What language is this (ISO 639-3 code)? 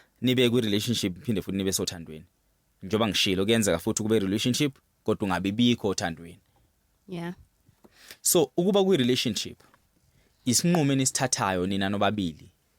zul